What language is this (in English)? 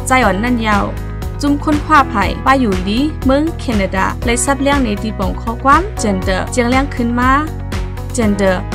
Shan